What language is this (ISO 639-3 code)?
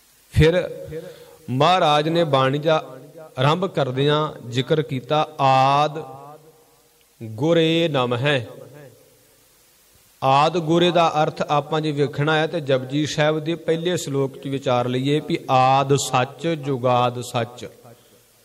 pan